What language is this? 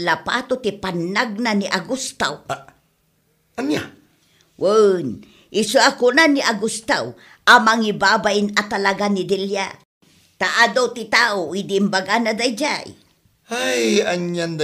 Iloko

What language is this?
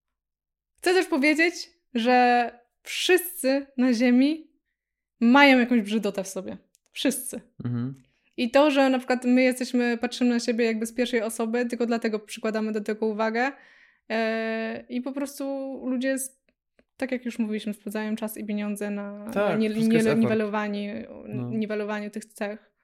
Polish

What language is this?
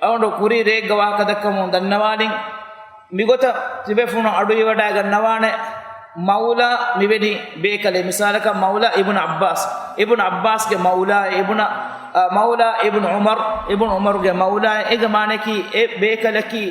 Divehi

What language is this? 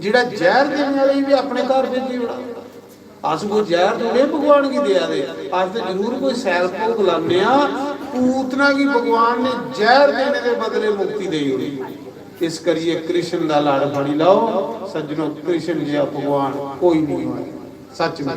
Dogri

